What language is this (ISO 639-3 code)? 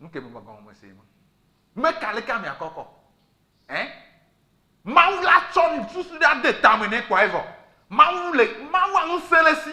ewe